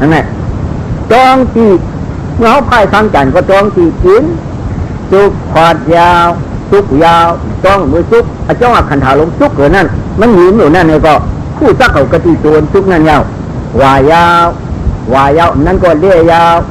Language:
Shan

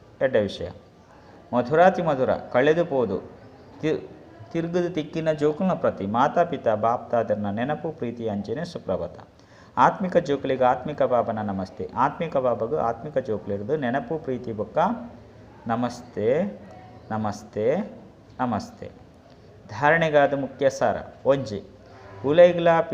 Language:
Tulu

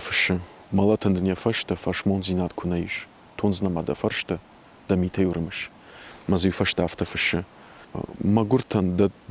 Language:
Ossetic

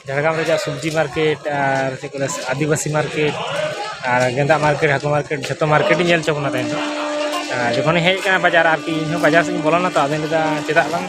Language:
Santali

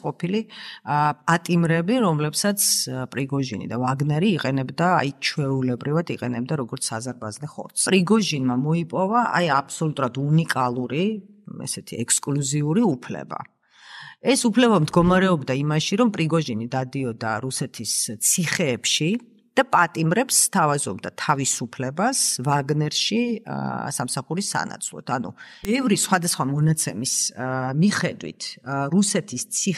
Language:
Georgian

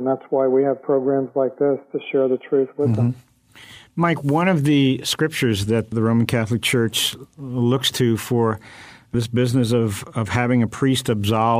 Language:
English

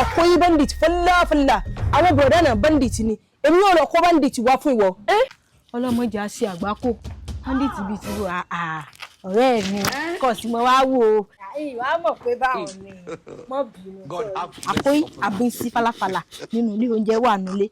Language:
Yoruba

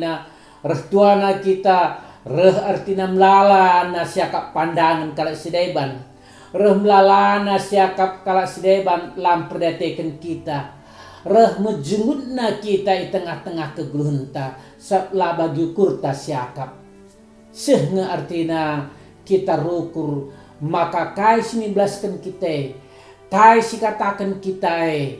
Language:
Batak Karo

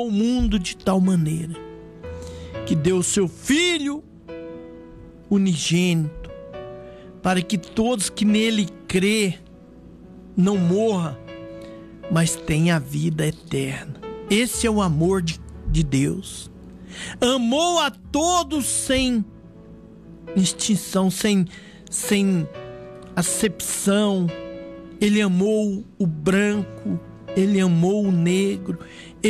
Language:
Portuguese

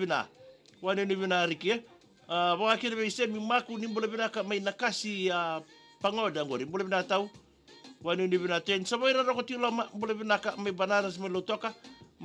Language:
Fijian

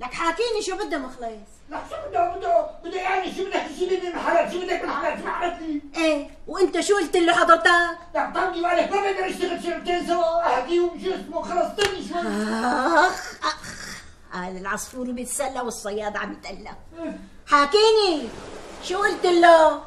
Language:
North Levantine Arabic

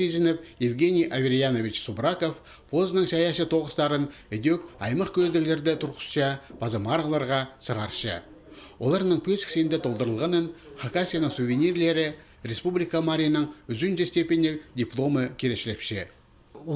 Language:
Khakas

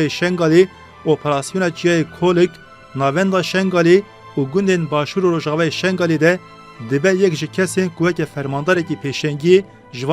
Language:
Kurdish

